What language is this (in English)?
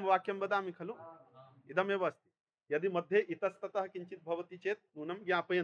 Sanskrit